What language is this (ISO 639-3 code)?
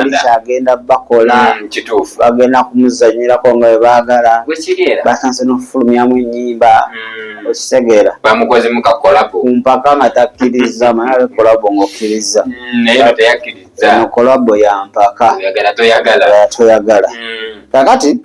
lug